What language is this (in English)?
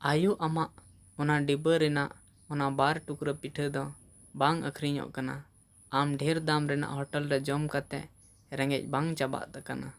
Santali